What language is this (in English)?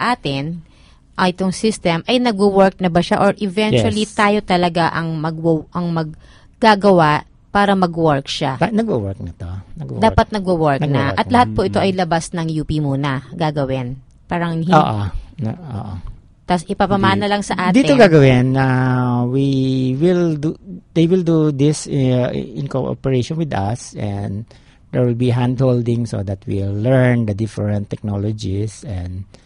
Filipino